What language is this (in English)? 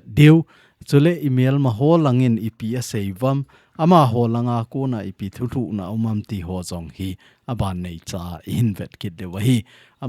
Thado Chin